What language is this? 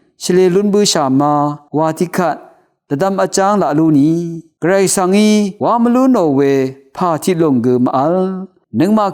Rawang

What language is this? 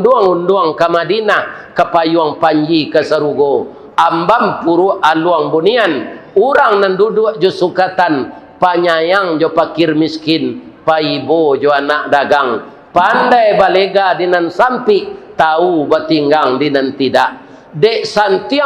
Minangkabau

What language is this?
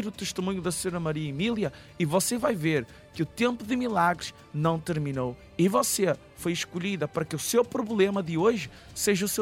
Portuguese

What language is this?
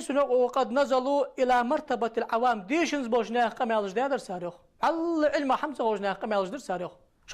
Ingush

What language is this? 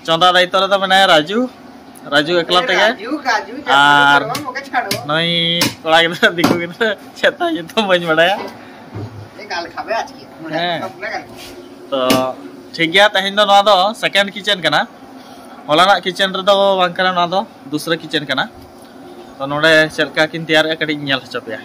Santali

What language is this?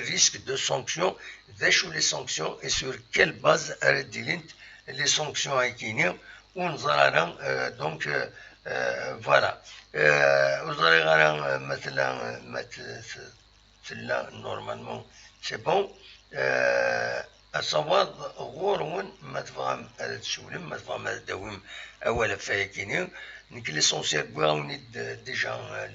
Kabyle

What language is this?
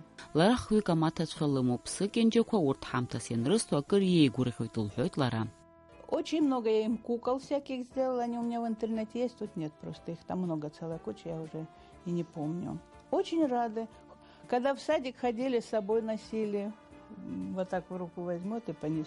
Abkhazian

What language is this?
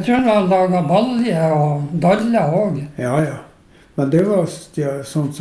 Norwegian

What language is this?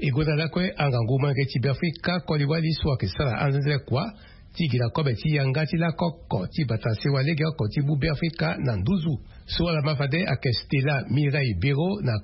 Sango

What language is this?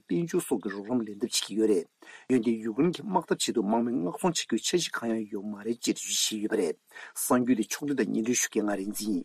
Tibetan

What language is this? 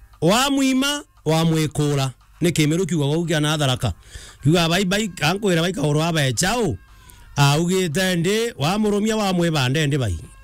Meru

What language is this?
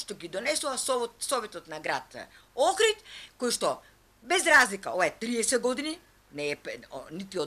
Macedonian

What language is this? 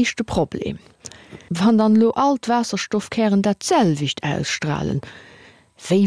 Luxembourgish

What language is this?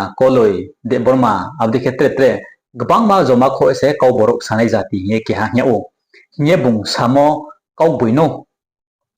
Riang (India)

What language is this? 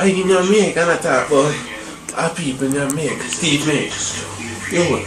Jamaican Creole English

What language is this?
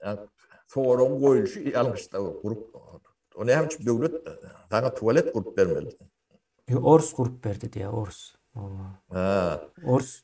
Turkmen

